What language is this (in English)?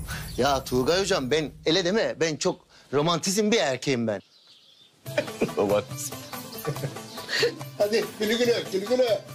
Turkish